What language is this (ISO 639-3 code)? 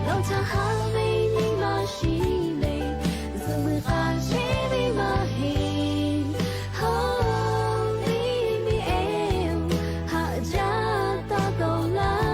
lhu